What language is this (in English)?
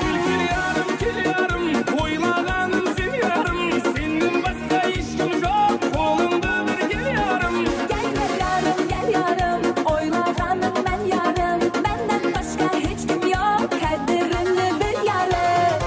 Kara-Kalpak